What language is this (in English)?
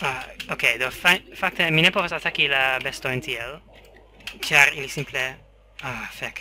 Esperanto